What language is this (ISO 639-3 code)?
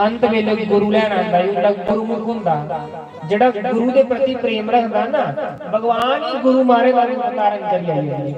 doi